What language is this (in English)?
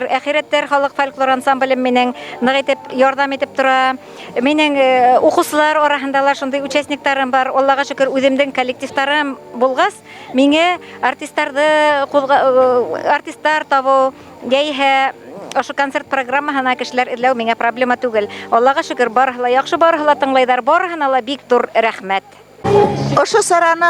Bashkir